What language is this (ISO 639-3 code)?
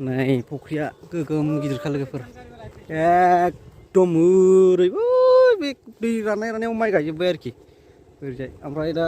brx